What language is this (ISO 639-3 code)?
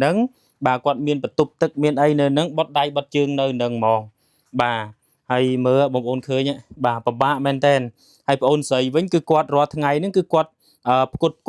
khm